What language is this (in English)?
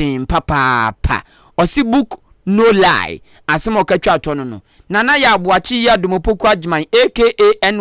Akan